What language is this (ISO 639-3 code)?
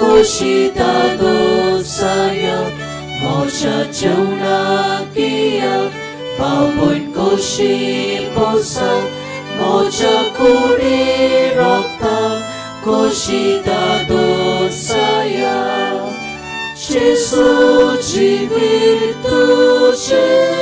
kok